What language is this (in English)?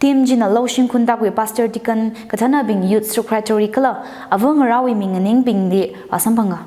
Tangkhul Naga (India)